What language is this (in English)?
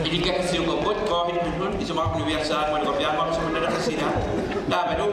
Kalaallisut